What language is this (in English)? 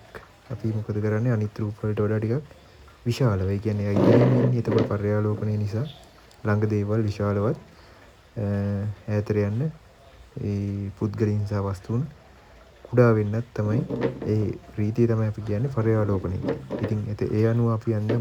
Sinhala